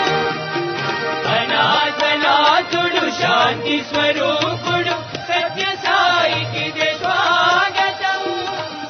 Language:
Telugu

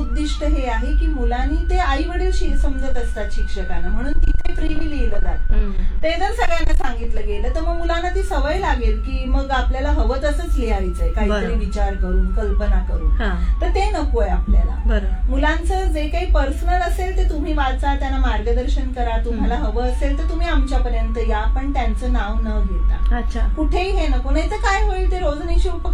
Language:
Marathi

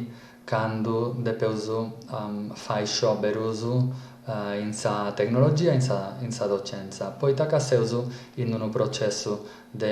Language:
Sardinian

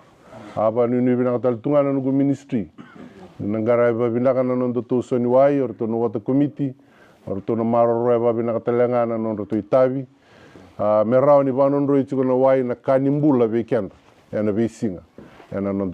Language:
Fijian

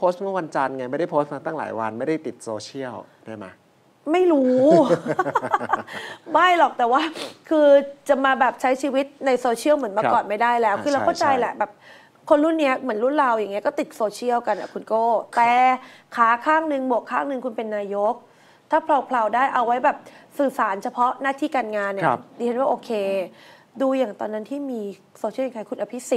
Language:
Thai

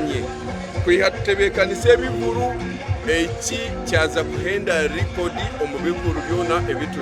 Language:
Nyankole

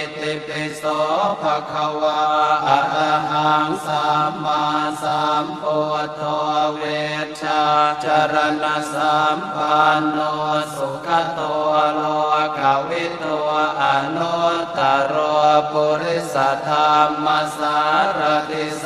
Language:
Pali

